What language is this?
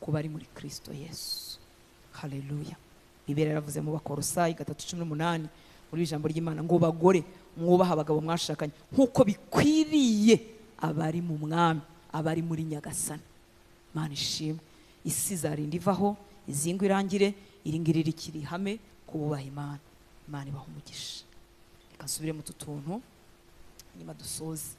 Kinyarwanda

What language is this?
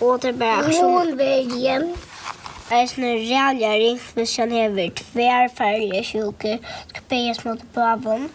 Faroese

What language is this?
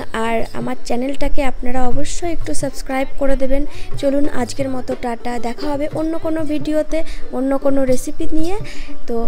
Bangla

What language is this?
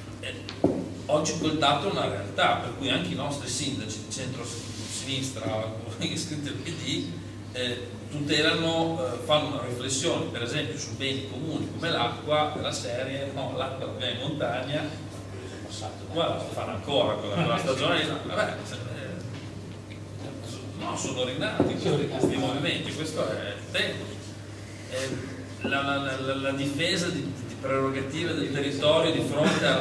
Italian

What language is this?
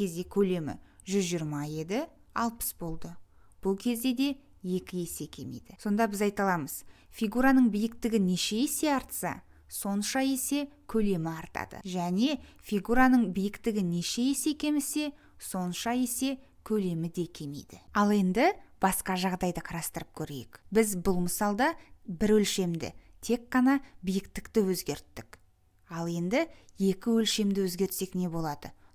Kazakh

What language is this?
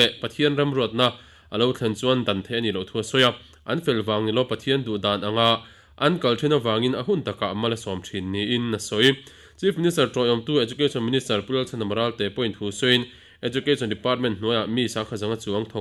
Mizo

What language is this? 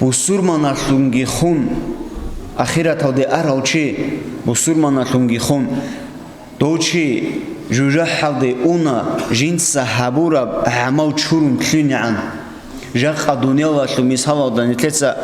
Avaric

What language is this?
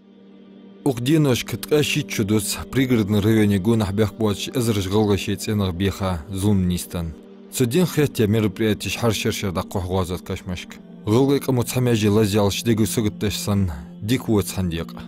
Ingush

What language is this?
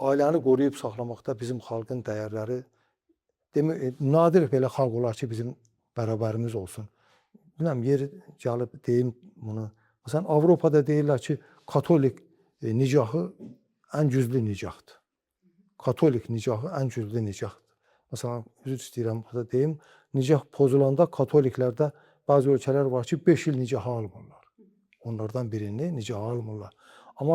Azerbaijani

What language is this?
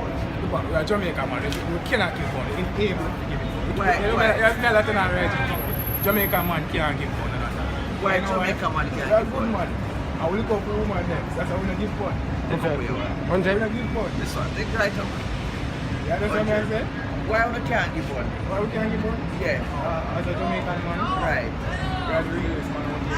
Jamaican Creole English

